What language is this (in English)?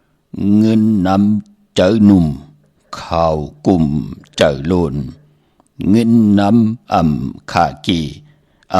Shan